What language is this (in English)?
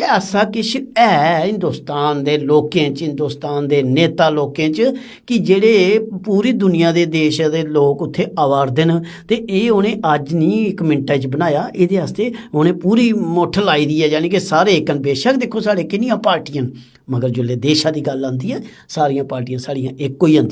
Dogri